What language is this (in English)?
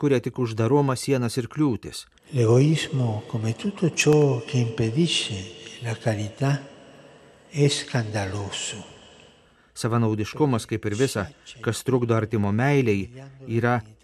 Lithuanian